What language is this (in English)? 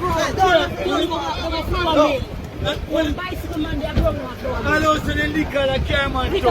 Jamaican Creole English